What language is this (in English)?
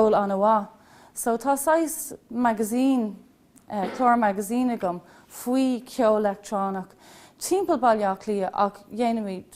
Irish